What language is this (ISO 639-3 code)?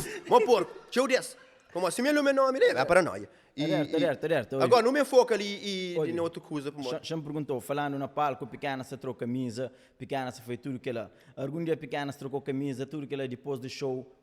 kea